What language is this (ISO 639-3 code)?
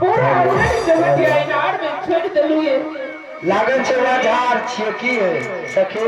mai